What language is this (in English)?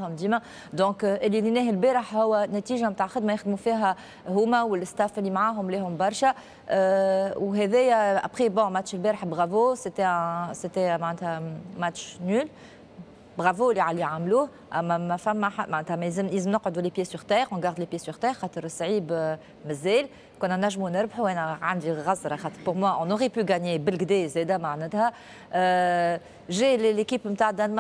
Tunisian Arabic